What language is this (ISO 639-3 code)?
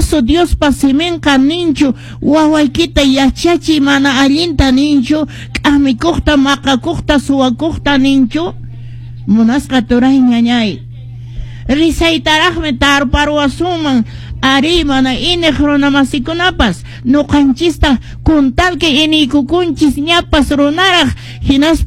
que